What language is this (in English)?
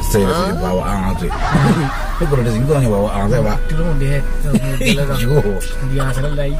Minangkabau